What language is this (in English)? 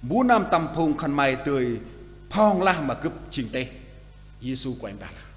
Central Mnong